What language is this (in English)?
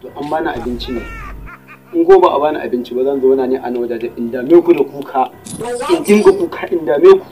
Hausa